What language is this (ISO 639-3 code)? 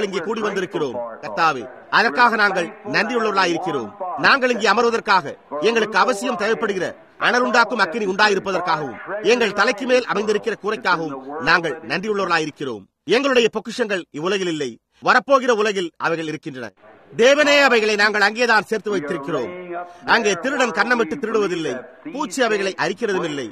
tam